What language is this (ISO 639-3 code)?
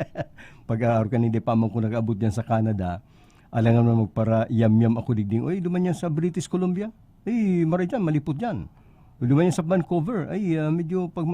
bik